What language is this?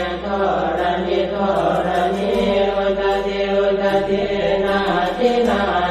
Pali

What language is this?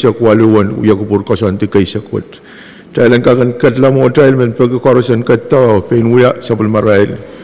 Pohnpeian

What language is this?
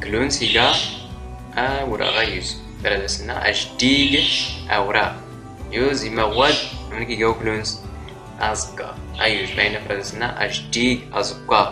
Standard Moroccan Tamazight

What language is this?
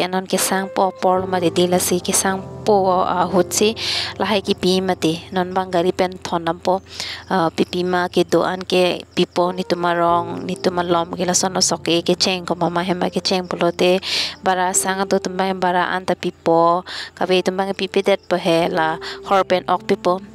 Karbi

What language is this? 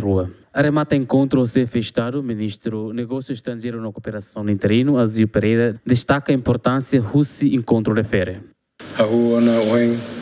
Tetum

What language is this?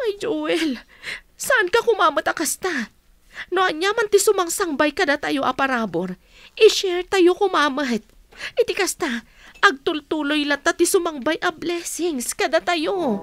Iloko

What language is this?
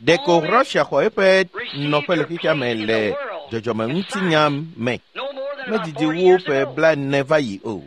Ewe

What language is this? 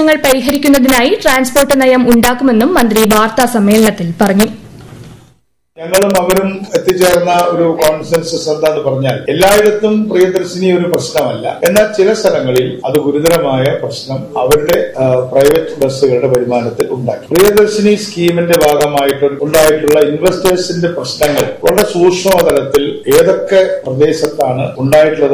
Malayalam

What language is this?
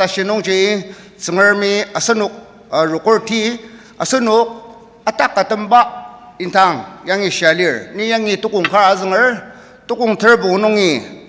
Ao Naga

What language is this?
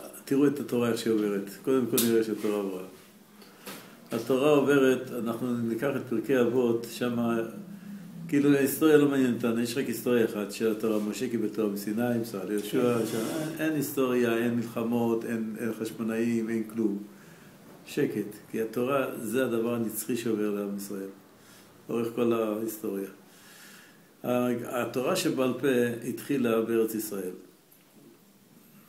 Hebrew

